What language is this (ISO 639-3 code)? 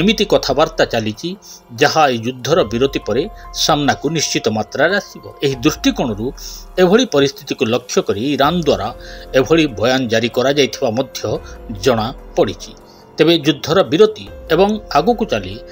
ori